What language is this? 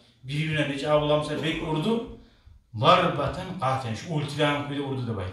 Kumyk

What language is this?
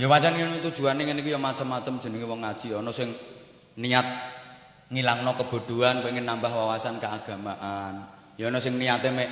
Javanese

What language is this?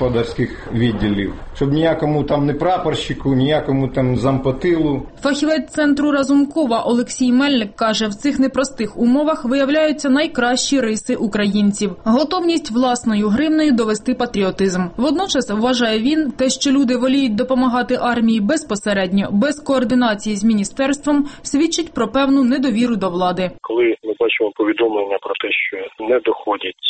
Ukrainian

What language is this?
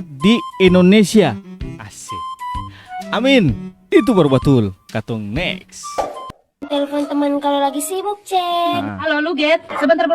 Ambonese Malay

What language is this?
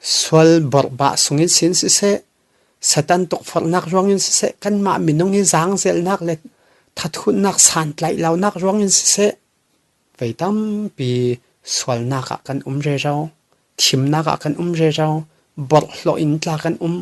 Falam Chin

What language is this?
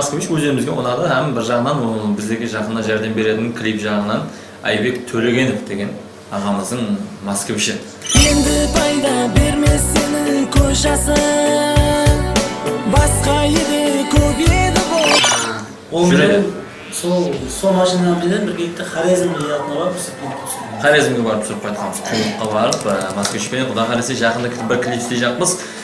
Kara-Kalpak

